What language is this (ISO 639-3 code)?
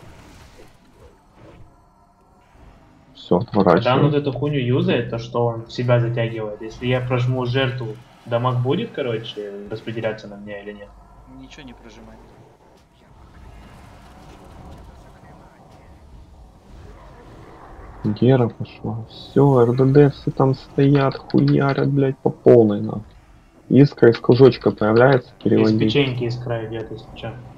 rus